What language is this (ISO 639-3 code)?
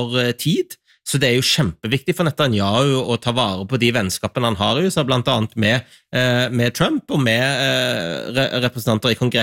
nor